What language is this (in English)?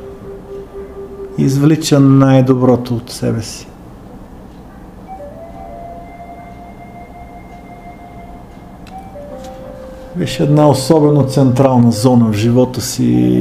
Bulgarian